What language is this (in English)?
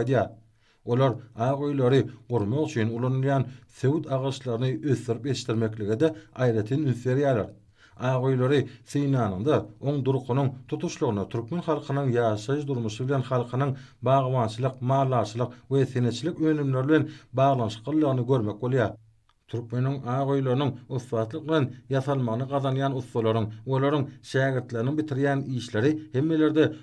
Turkmen